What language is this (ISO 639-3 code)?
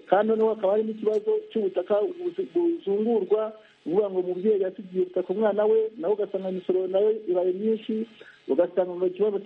kin